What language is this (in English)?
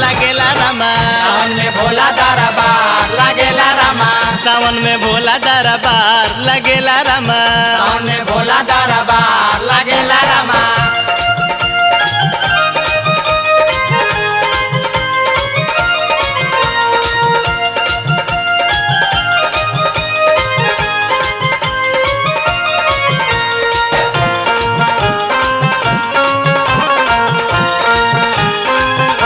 Bhojpuri